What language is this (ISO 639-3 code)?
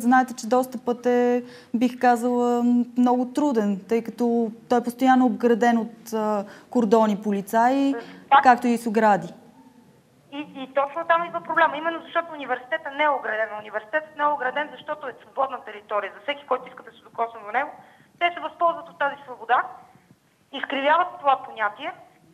bul